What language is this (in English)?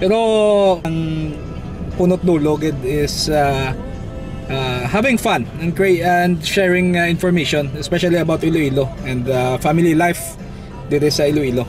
Hiligaynon